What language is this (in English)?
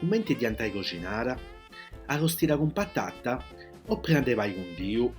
Sardinian